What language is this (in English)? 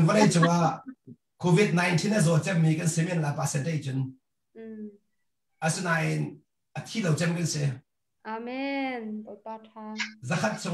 Hakha Chin